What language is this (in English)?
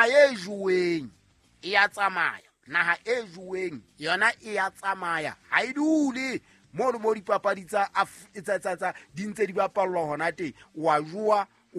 Southern Sotho